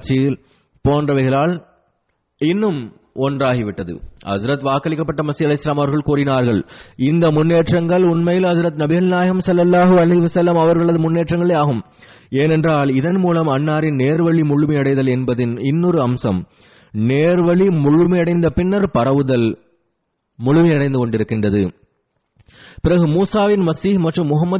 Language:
Tamil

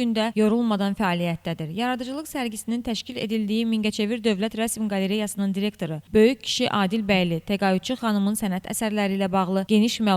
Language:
Azerbaijani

